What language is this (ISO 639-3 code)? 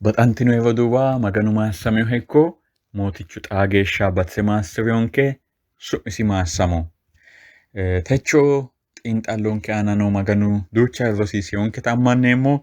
sid